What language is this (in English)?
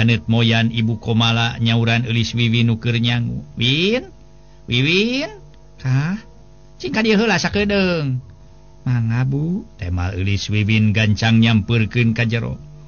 Sundanese